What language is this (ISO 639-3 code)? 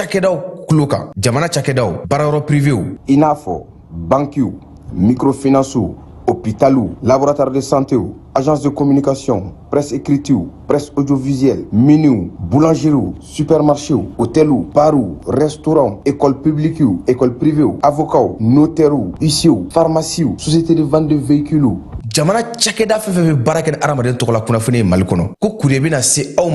bam